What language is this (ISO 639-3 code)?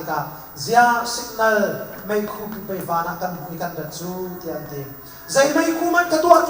cnh